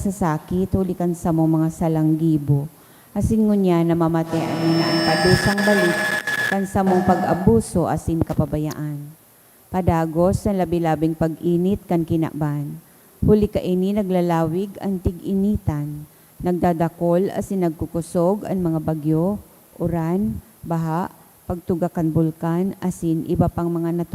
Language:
Bikol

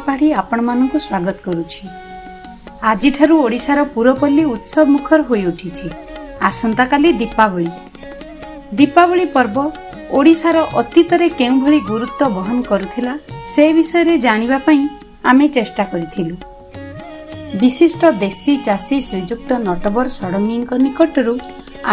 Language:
Odia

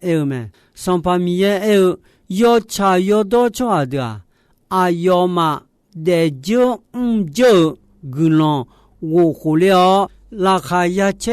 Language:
Akha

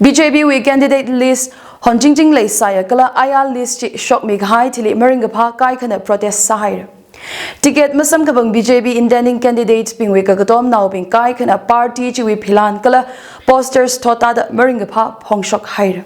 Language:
Tangkhul Naga (India)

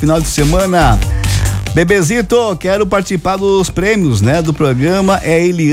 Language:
Portuguese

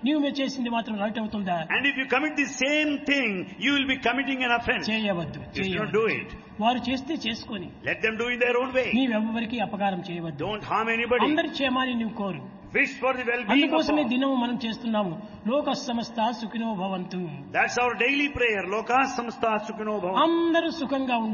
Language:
Telugu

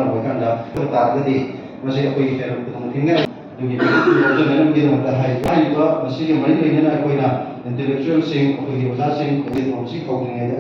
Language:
Manipuri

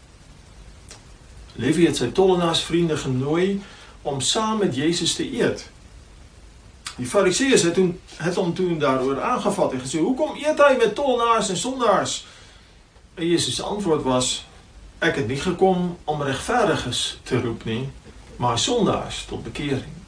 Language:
Afrikaans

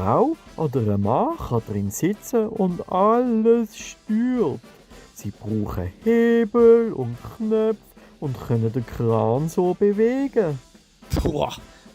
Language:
Swiss German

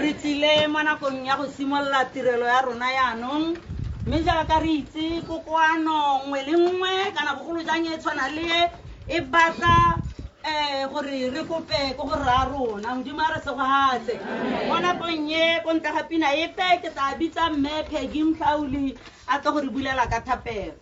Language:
Tswana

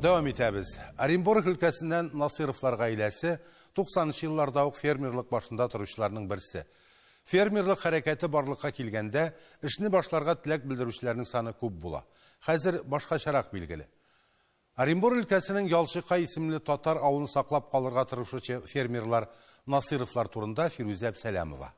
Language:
Tatar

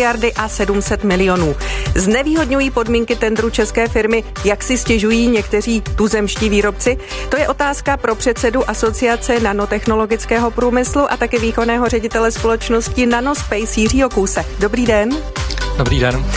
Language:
Czech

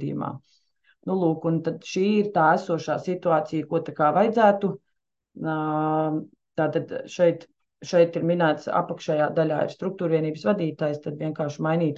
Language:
Latvian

